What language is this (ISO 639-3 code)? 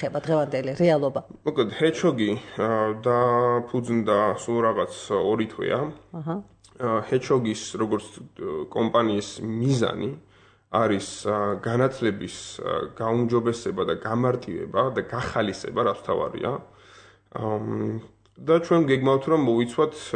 kat